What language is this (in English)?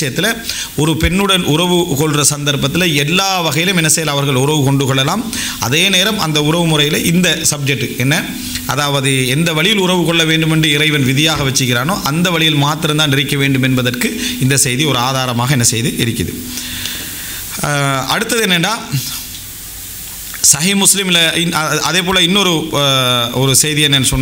Tamil